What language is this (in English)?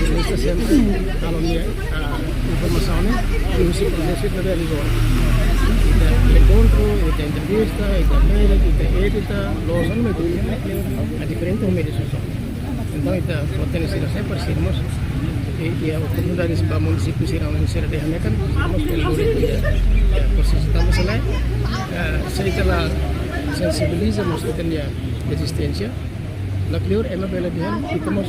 Tetum